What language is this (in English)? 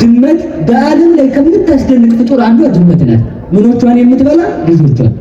Amharic